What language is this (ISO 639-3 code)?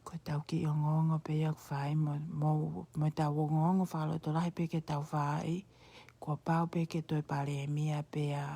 ton